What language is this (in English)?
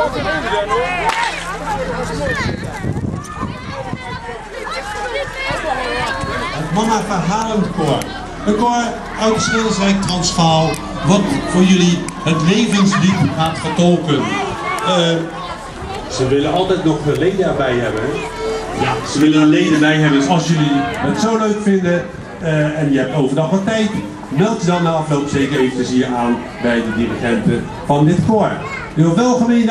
Dutch